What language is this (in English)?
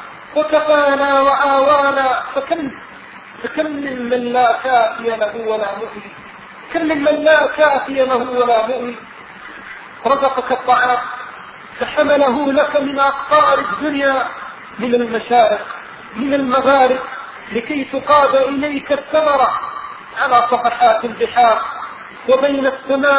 Arabic